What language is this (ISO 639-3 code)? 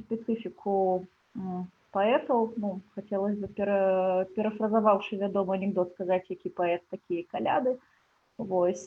bel